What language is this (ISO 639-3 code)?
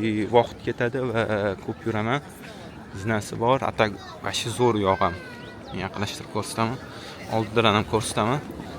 uzb